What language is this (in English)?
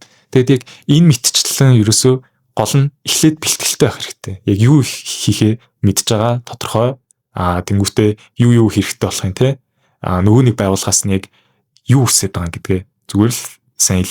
Mongolian